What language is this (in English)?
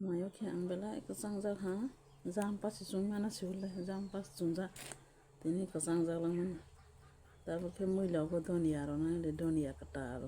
Kok Borok